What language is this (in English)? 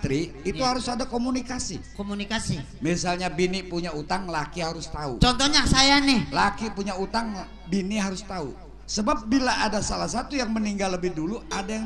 Betawi